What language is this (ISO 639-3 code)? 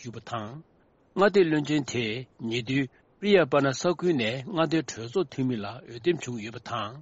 bod